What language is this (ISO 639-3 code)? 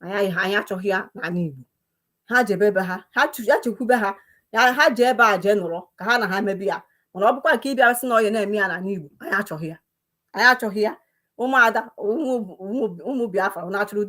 ibo